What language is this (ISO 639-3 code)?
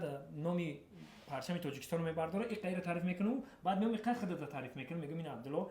tgk